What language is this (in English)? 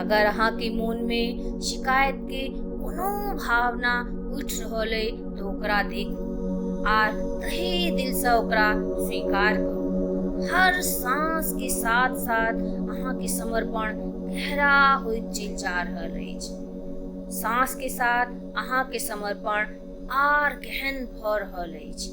Maithili